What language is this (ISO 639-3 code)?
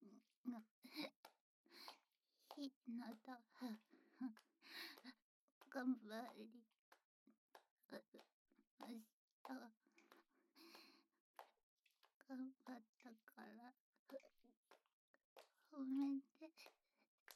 jpn